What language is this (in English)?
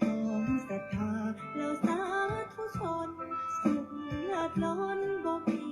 Pali